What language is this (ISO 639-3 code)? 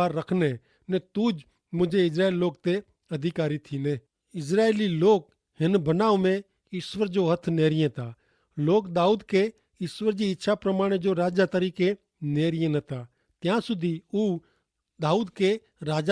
kfr